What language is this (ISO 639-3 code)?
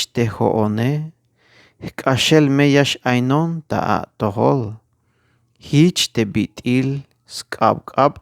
tzh